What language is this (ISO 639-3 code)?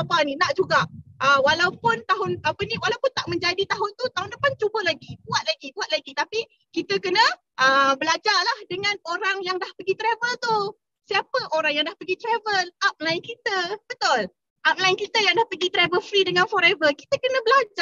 msa